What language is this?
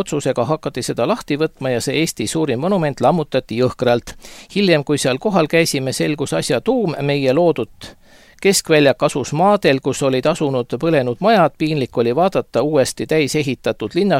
Estonian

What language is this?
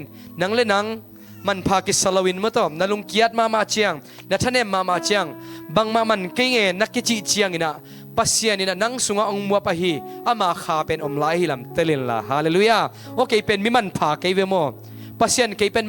Tedim Chin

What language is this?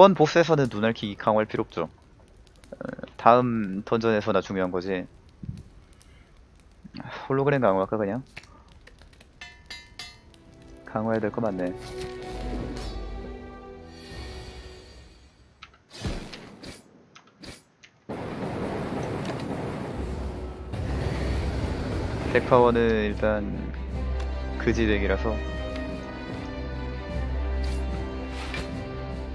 Korean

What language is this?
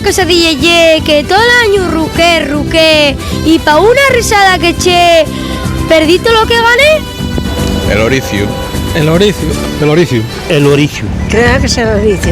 Asturian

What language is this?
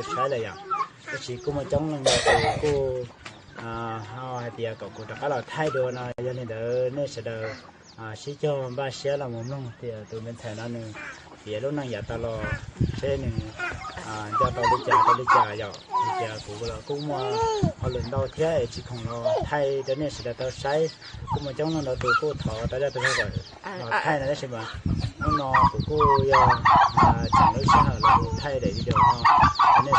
Hmong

